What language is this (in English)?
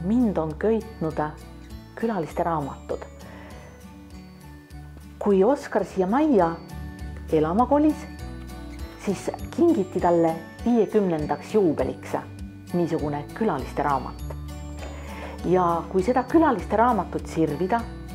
Estonian